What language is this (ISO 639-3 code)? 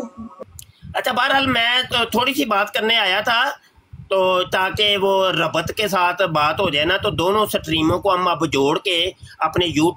urd